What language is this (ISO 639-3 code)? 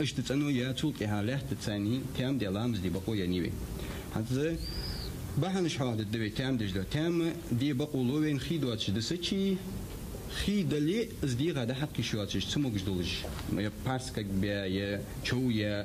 inh